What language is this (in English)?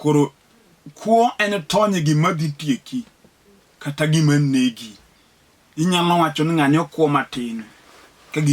Luo (Kenya and Tanzania)